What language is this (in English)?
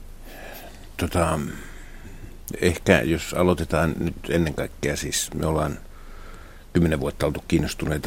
Finnish